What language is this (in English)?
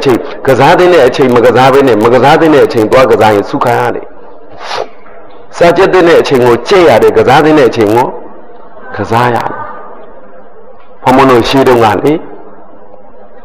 Burmese